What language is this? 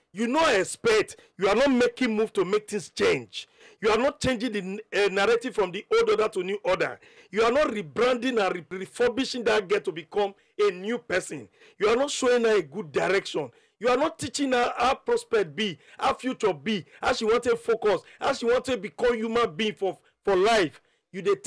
Nigerian Pidgin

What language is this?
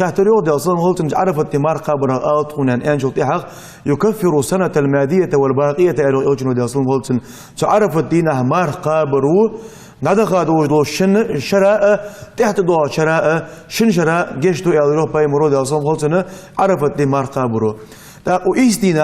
Ingush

